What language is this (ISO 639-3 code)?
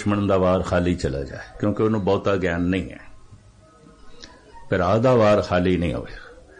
pan